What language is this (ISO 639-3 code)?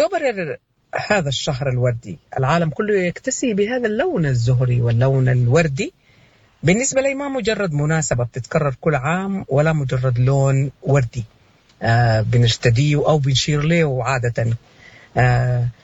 apd